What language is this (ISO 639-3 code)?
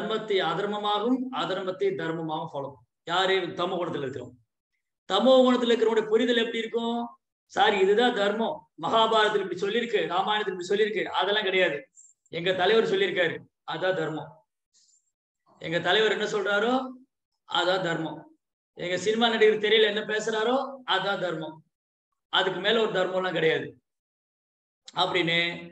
tam